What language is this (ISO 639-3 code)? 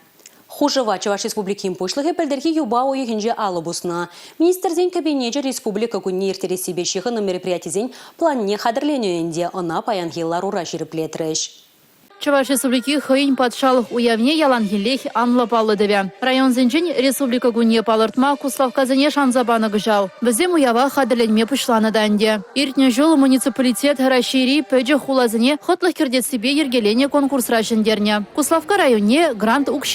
chv